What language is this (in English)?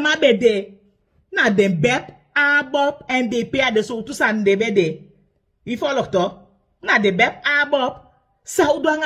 Sranan Tongo